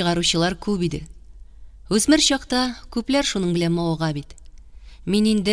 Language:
Tatar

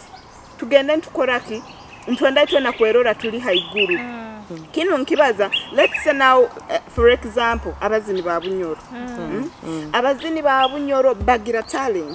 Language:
Nyoro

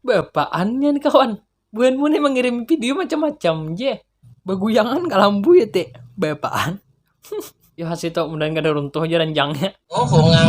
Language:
Banjar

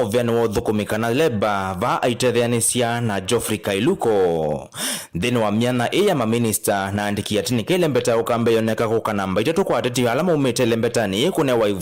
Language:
Kamba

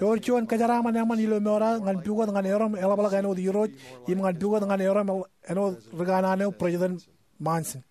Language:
Marshallese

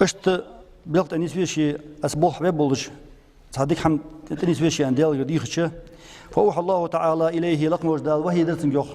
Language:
Ingush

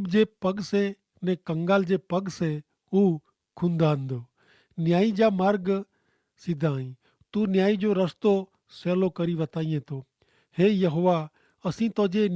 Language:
Kachhi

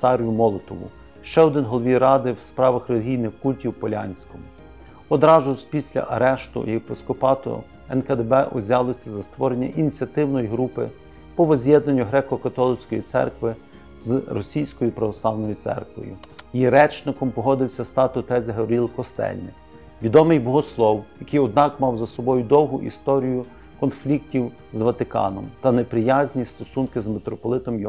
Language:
Ukrainian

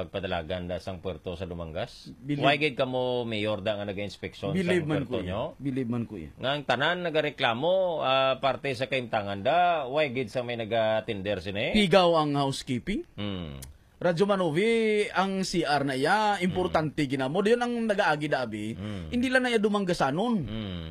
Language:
Hiligaynon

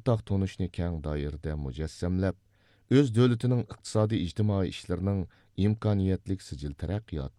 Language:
Uyghur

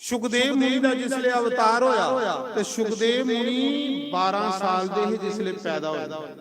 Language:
Dogri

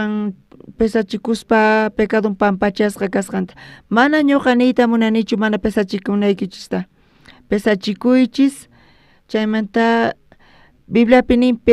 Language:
South Bolivian Quechua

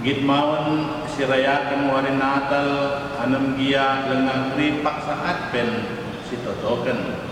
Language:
Batak Karo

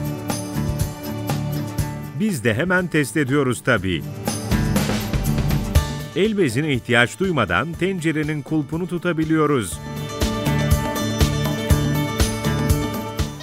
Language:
Turkish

